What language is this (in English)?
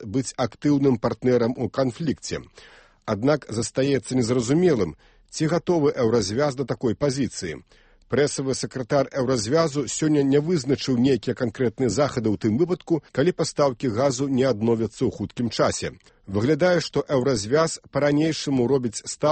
Belarusian